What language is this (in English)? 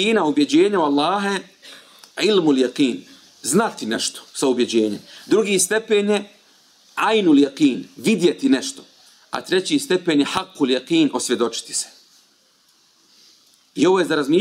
Bosnian